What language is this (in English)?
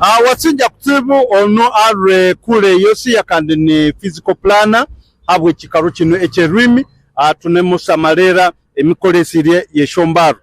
Nyankole